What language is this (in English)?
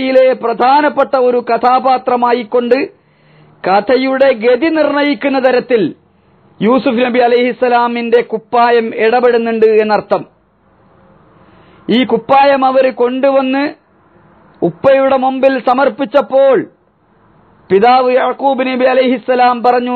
Malayalam